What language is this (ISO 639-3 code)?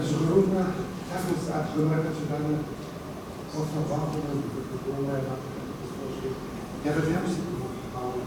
kbd